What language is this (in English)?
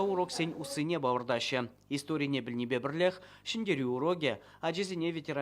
Chuvash